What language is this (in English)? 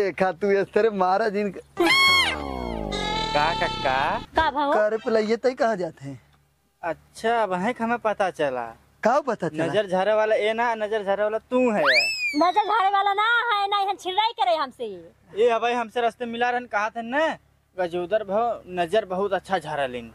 Awadhi